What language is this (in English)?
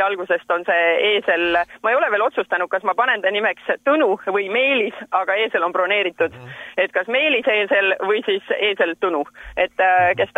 Estonian